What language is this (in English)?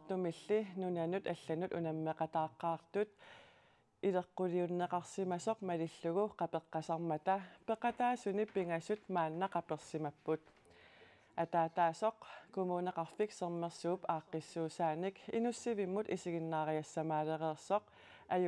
Kalaallisut